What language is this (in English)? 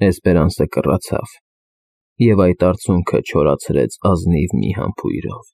Armenian